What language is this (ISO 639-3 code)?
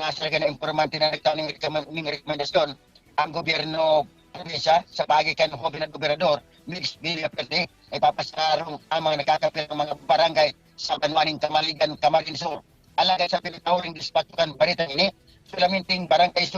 bik